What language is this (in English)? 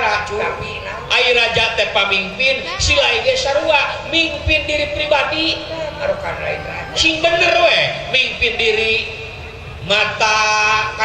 Sundanese